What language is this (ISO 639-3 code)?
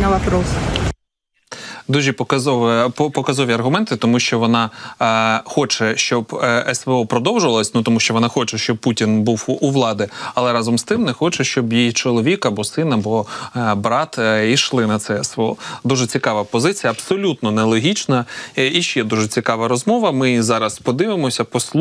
ukr